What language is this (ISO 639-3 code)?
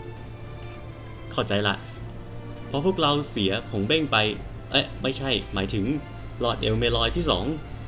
tha